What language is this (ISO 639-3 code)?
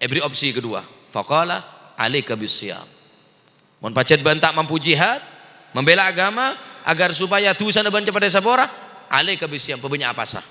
mad